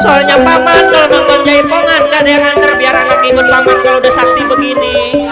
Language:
Betawi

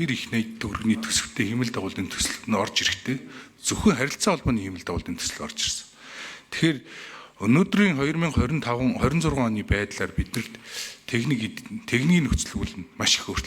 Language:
Mongolian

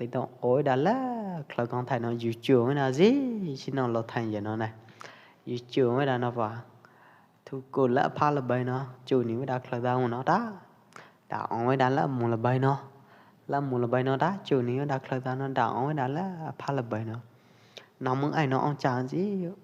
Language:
Pwo Eastern Karen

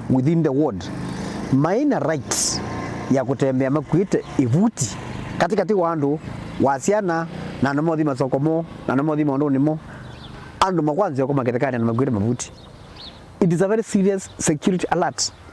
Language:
Kamba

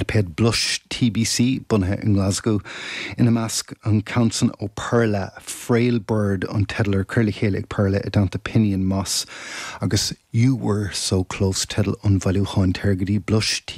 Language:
Irish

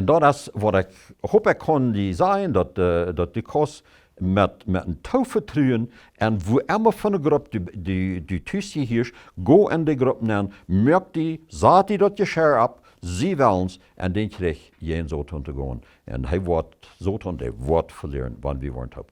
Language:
Plautdietsch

